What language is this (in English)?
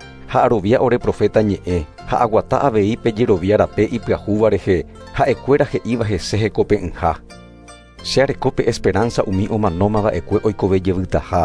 Guarani